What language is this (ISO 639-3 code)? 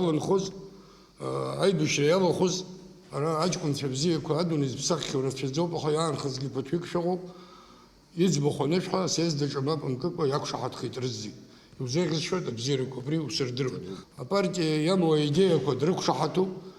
abk